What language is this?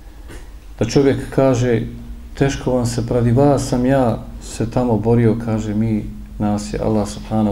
Bosnian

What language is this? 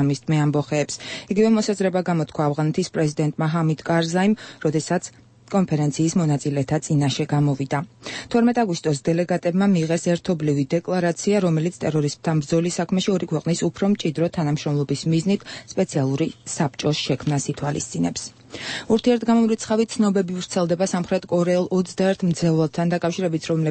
Georgian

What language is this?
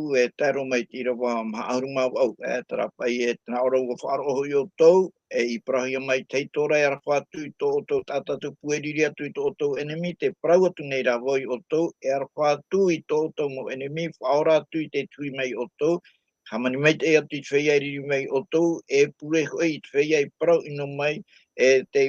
Tahitian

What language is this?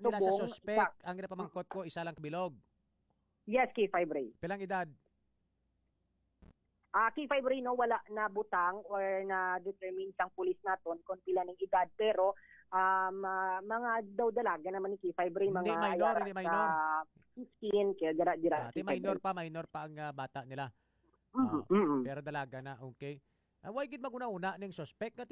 Hiligaynon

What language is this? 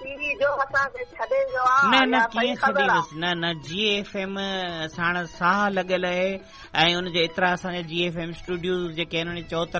Sindhi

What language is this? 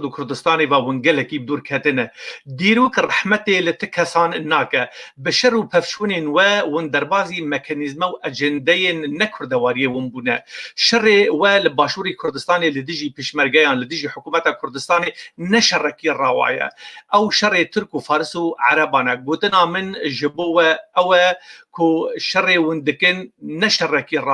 Kurdish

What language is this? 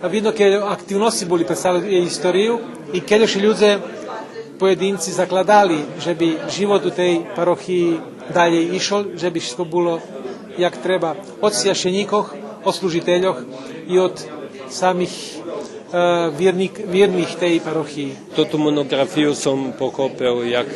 Rusyn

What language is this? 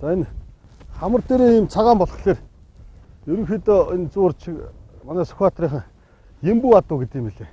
Mongolian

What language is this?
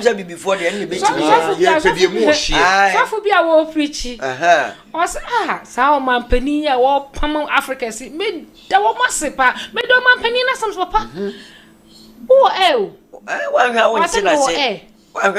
Akan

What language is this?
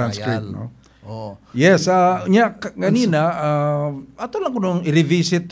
Cebuano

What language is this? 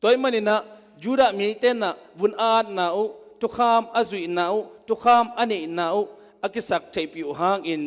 Tedim Chin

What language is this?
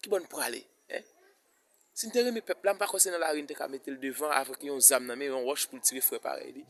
Haitian Creole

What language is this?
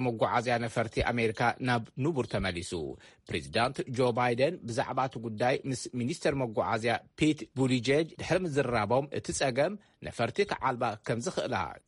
Tigrinya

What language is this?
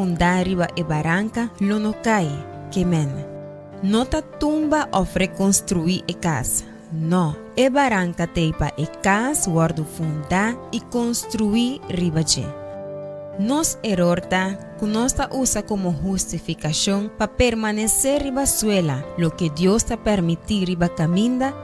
Papiamento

